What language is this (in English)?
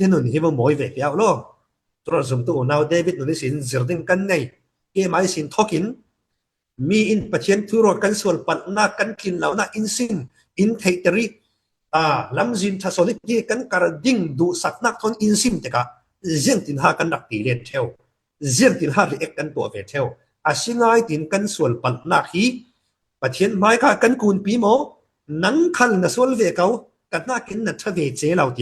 Falam Chin